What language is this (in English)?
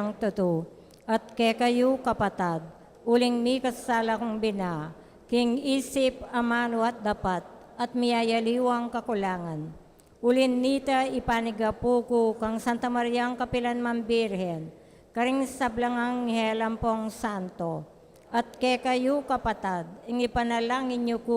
Pampanga